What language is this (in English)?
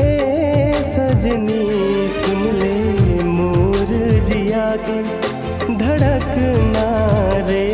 Chhattisgarhi